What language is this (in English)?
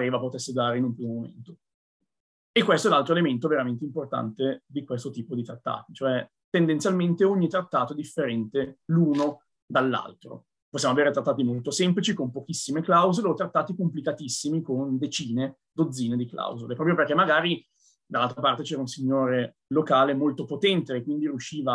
Italian